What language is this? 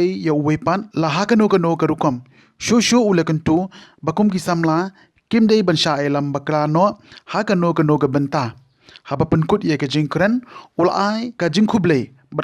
Khasi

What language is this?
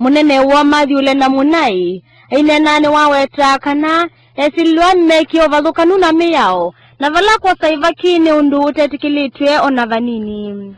Kamba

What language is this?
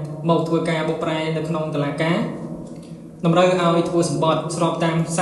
Khmer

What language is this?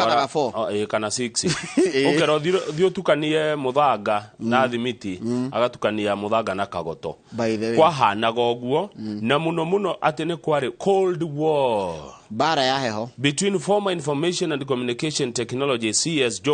Kikuyu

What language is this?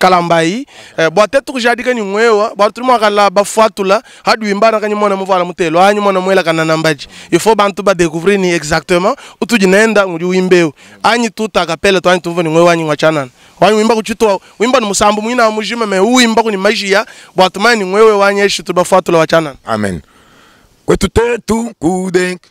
Luba-Lulua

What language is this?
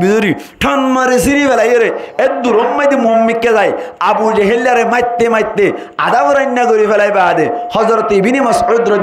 Rohingya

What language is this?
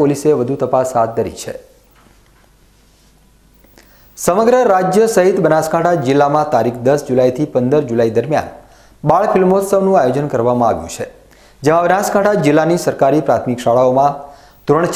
Gujarati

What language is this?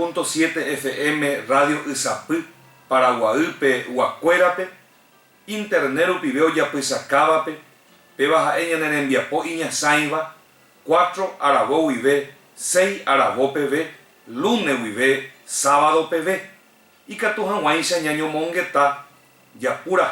Guarani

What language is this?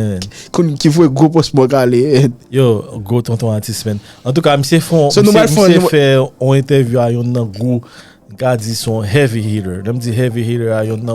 Haitian Creole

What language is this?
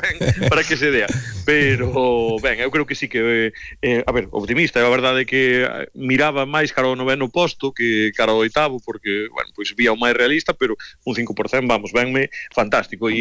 Galician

